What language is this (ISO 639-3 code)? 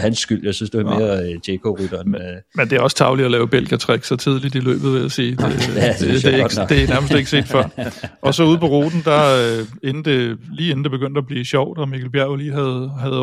dan